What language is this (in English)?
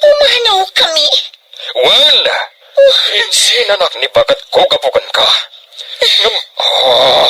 Iloko